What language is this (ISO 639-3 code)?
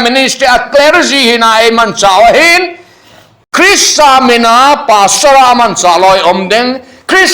tcz